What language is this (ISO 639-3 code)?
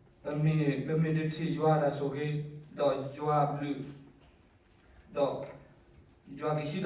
ksw